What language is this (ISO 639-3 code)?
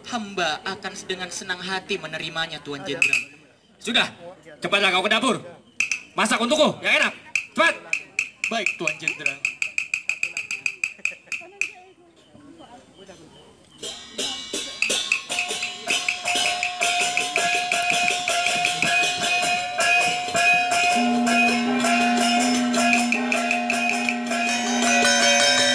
ind